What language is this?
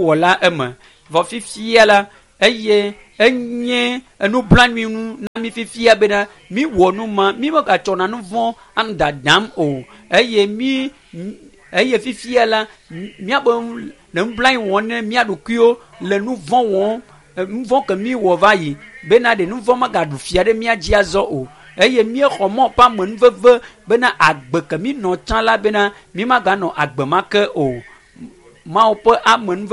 Ewe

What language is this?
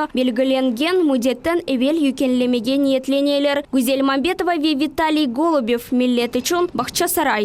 Crimean Tatar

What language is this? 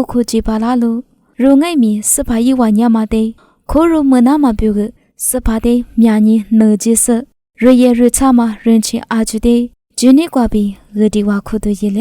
Lisu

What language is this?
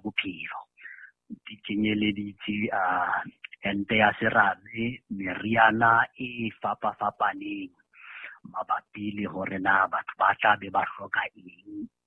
Southern Sotho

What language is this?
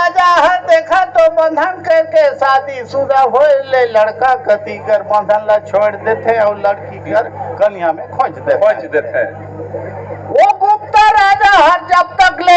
Chhattisgarhi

